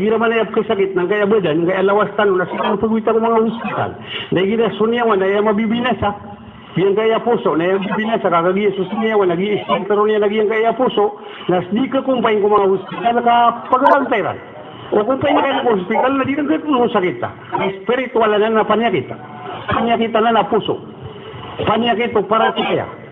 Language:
Maranao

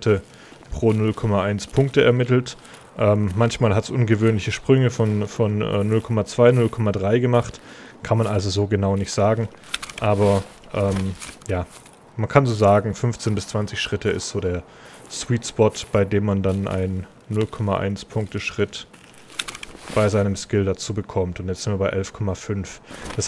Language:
German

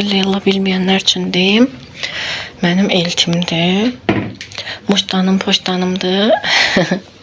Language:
Azerbaijani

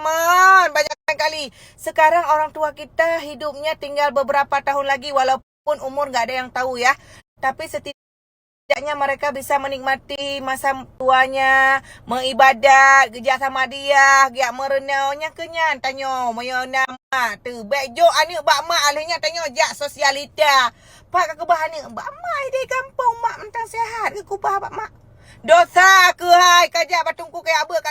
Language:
Achinese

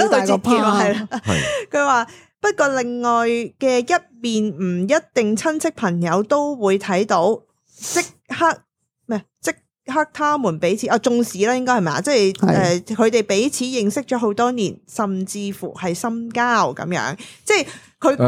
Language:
Cantonese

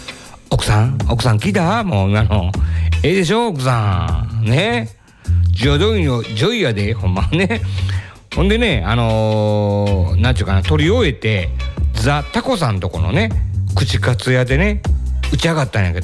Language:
Japanese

